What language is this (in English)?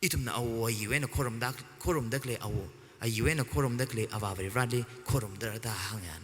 Tangkhul Naga (India)